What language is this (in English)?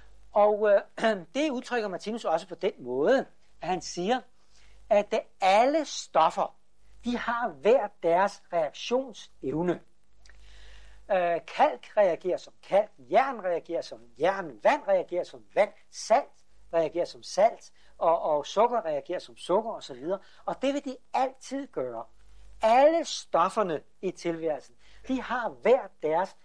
Danish